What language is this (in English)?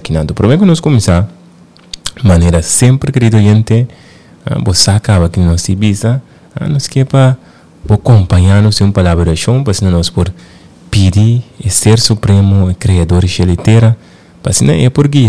Papiamento